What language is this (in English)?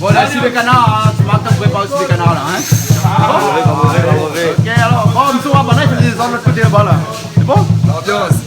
Réunion Creole French